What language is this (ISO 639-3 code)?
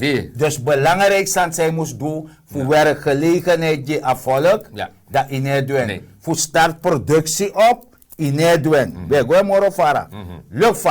srn